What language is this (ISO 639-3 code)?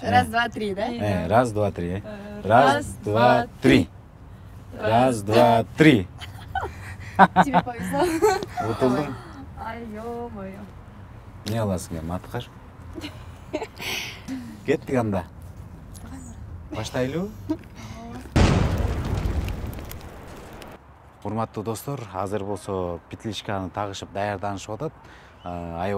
kir